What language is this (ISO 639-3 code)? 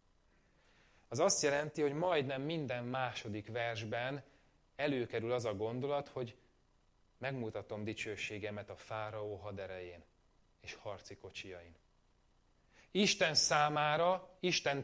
hun